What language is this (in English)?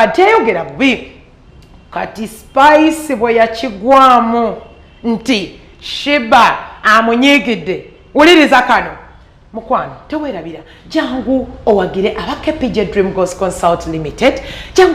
Ganda